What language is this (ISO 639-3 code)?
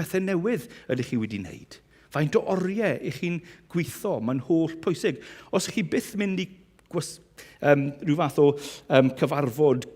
cym